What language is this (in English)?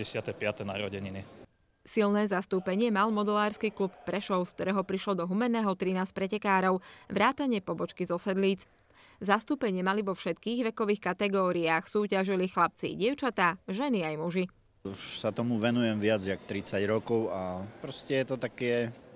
Slovak